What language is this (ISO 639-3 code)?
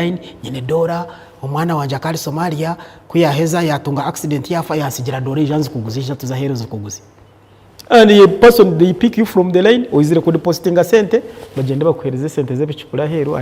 nyn